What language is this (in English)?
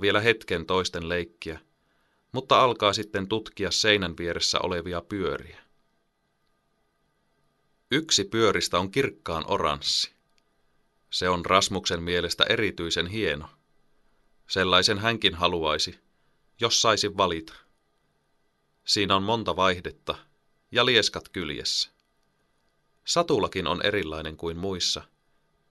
Finnish